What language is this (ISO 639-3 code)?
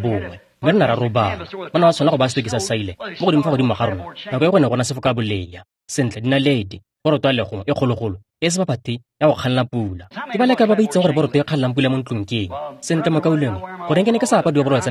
tsn